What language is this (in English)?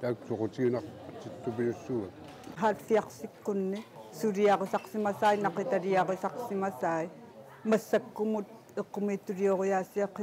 Kalaallisut